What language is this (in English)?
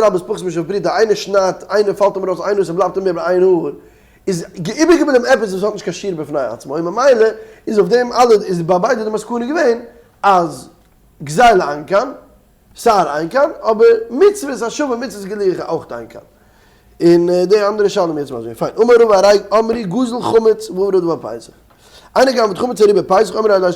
Yiddish